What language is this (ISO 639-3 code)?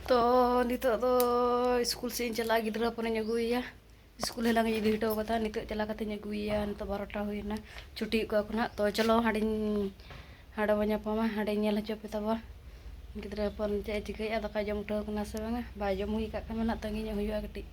sat